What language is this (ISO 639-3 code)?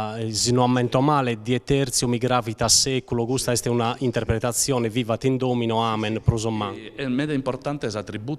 srd